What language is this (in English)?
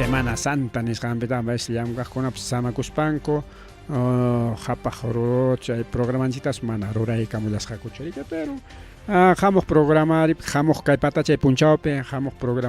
Ayacucho Quechua